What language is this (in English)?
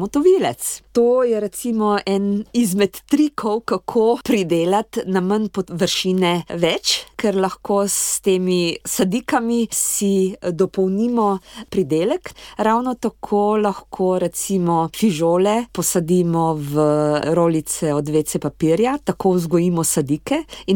Slovenian